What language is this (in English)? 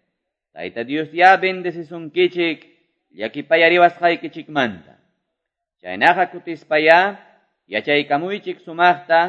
Quechua